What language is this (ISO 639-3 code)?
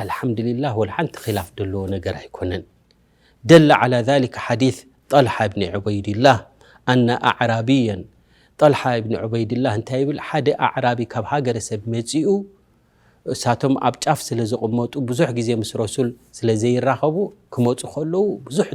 tir